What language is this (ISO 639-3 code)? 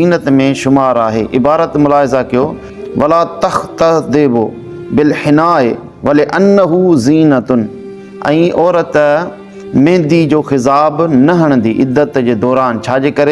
snd